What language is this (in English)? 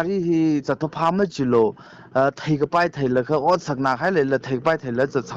Tangkhul Naga (India)